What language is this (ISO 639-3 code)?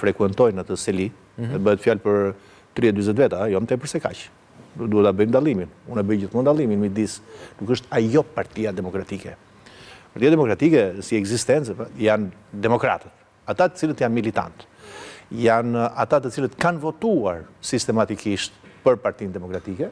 sqi